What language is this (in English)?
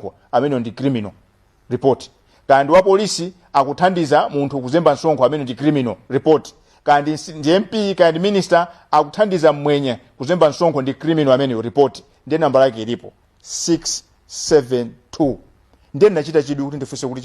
Nyanja